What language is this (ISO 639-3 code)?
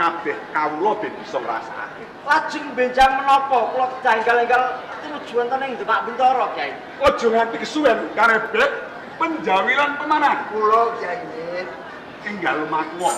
jav